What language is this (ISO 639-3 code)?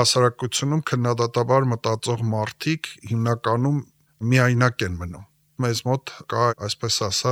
hye